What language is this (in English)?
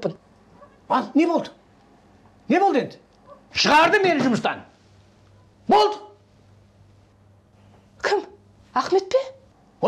Kazakh